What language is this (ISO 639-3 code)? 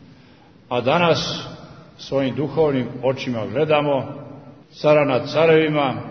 srp